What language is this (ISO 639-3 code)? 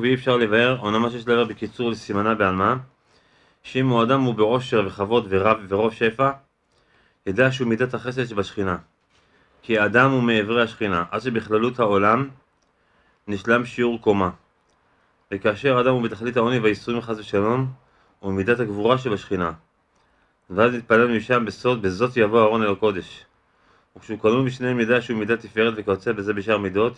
heb